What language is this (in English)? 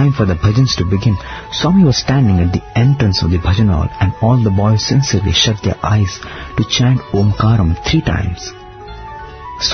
English